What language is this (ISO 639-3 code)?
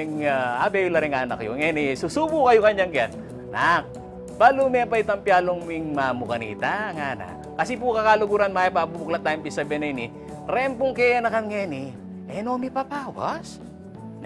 pam